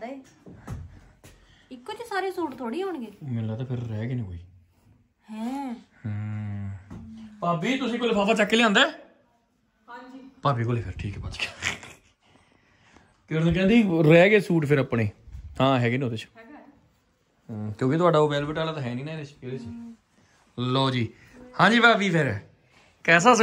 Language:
Punjabi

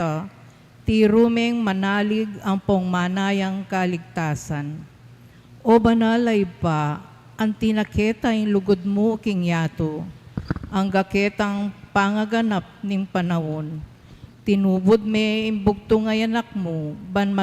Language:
Pampanga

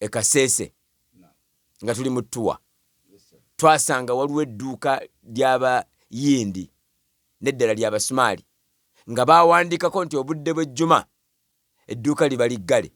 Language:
Ganda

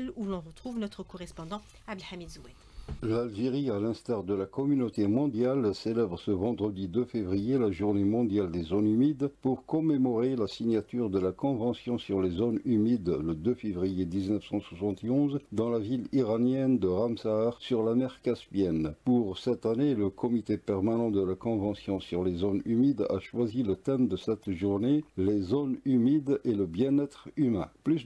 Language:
French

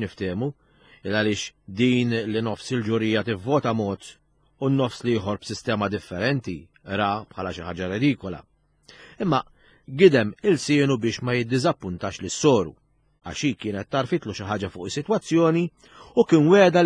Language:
Maltese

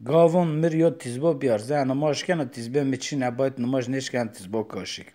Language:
Zaza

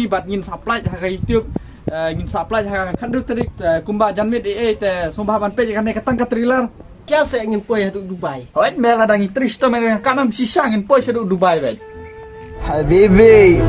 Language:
Khasi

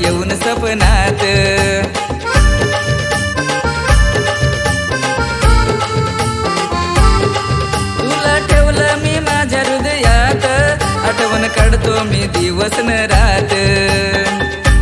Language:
Marathi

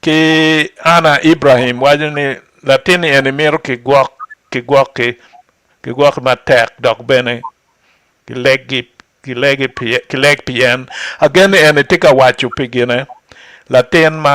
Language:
Acoli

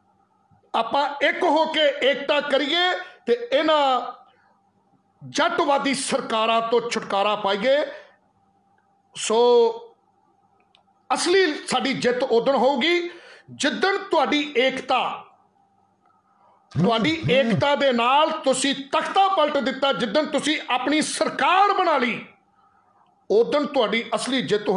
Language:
Punjabi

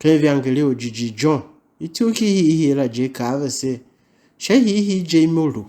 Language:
Tiv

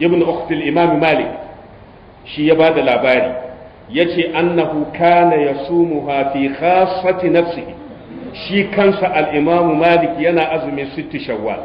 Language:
Hausa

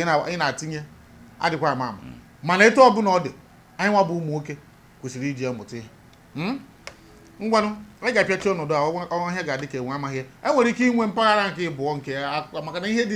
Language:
Igbo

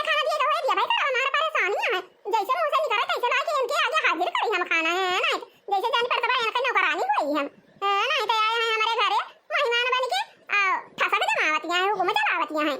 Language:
Awadhi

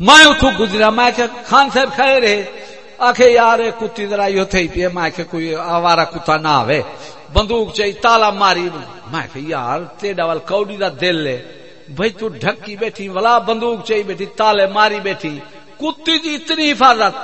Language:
Saraiki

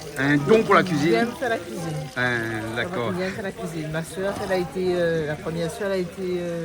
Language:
Réunion Creole French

